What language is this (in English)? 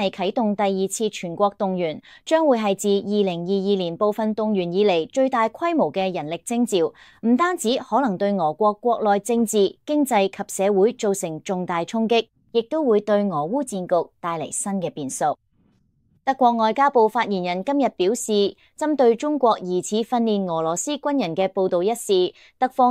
Cantonese